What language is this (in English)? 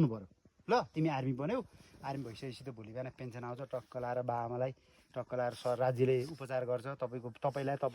Nepali